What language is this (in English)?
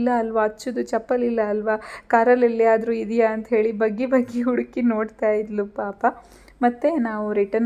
Kannada